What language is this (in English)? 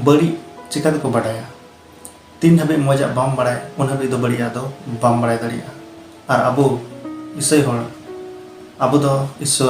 Santali